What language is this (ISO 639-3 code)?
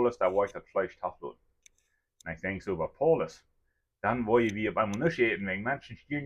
pdt